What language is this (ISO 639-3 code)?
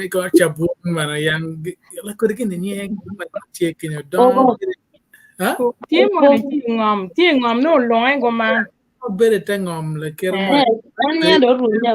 ach